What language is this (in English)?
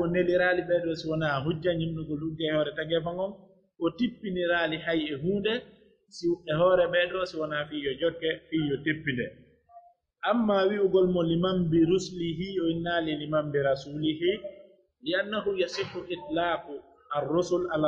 Pular